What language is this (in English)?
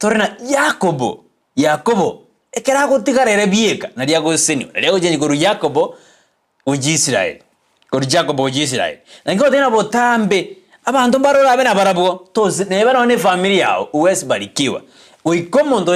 Gusii